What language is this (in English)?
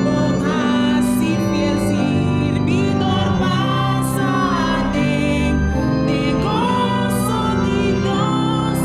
Papiamento